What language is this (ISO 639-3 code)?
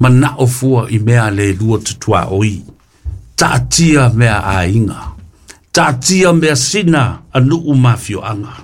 smo